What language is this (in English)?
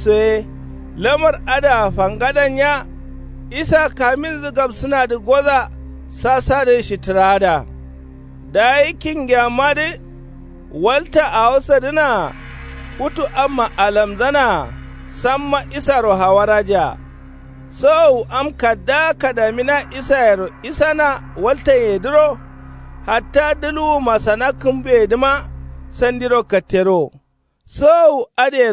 Kanuri